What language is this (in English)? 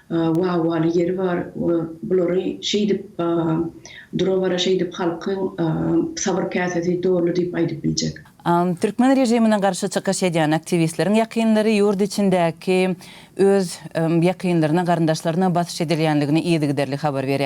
Turkmen